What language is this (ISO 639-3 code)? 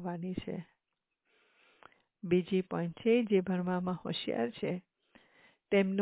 guj